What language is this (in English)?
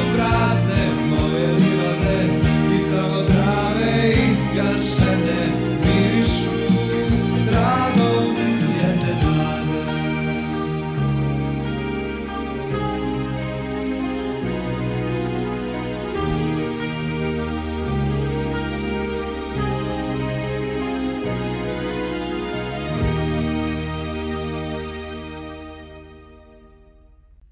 Serbian